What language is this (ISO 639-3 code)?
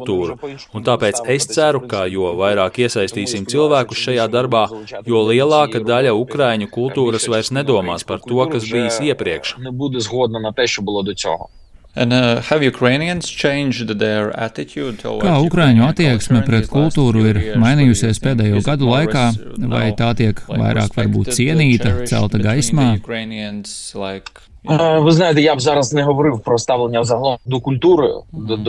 lav